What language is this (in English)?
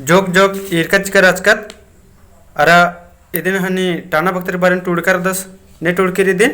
Kurukh